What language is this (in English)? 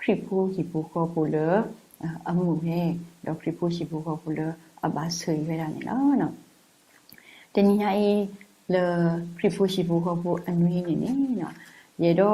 S'gaw Karen